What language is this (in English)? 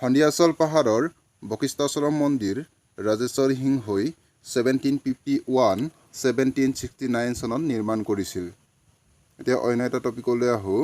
Assamese